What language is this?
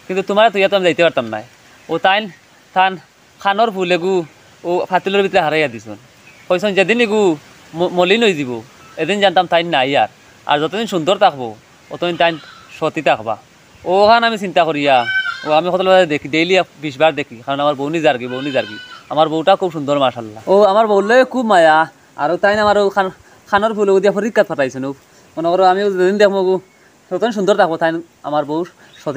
Sylheti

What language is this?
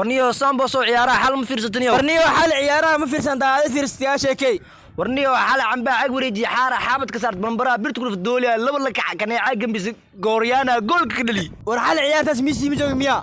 Somali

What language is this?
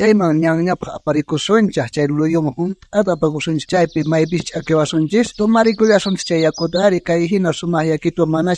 South Bolivian Quechua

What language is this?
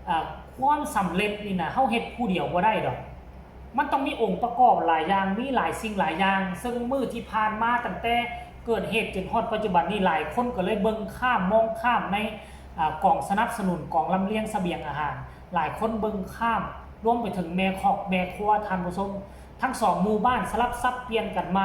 Northeastern Thai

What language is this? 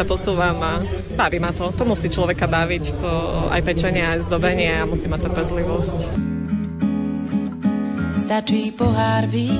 Slovak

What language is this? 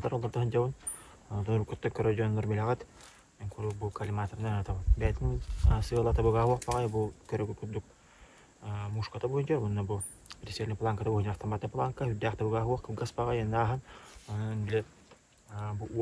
Yakut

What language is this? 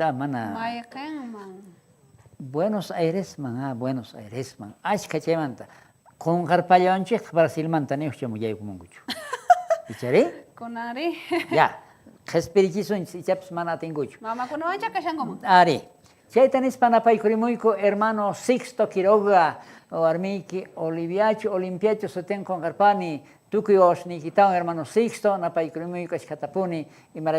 South Bolivian Quechua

